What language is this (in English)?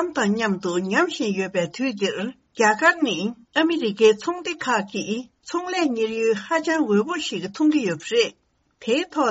Tibetan